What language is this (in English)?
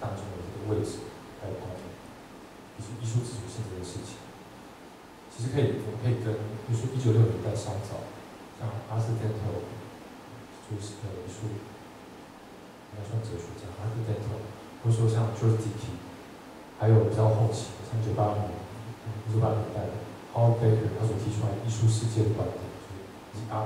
Chinese